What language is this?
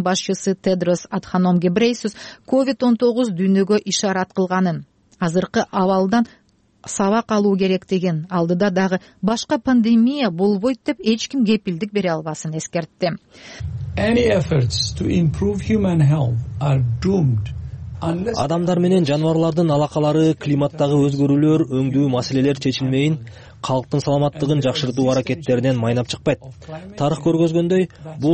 Kyrgyz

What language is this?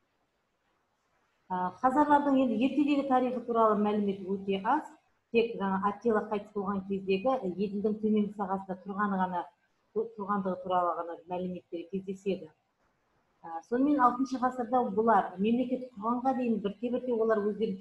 Kazakh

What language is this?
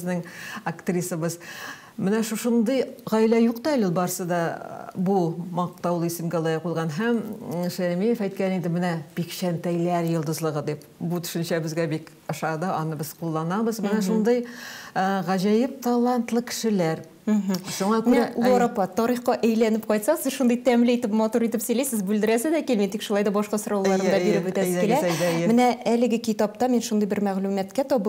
Tatar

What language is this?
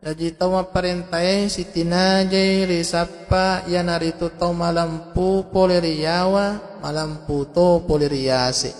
Buginese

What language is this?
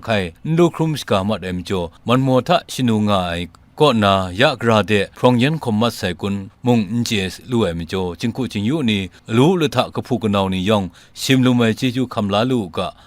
Kachin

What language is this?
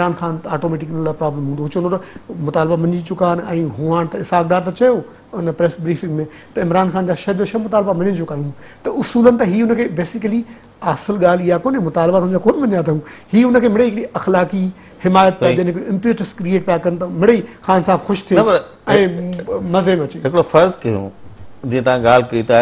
Sindhi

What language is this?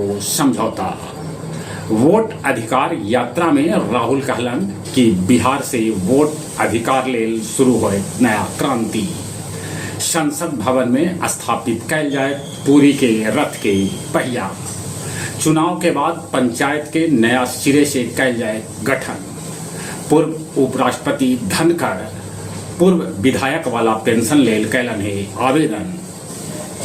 Magahi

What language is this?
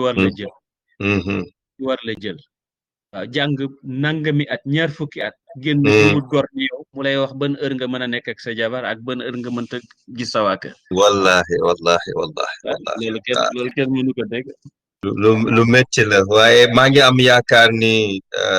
Wolof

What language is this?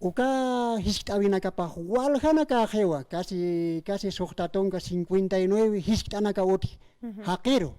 Aymara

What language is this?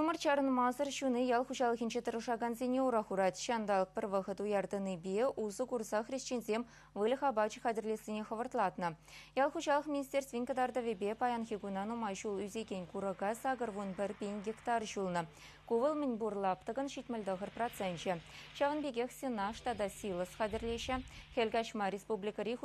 Chuvash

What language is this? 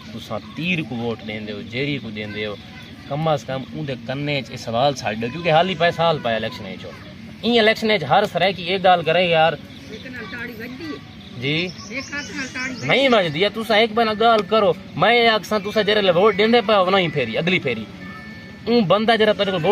Saraiki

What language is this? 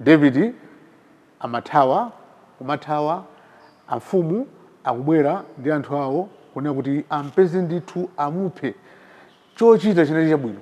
Nyanja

